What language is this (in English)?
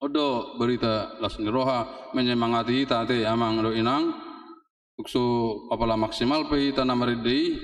Batak Toba